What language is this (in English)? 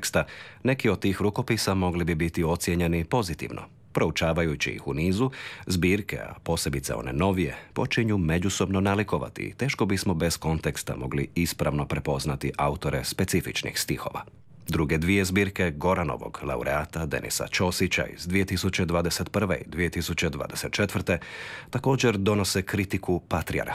Croatian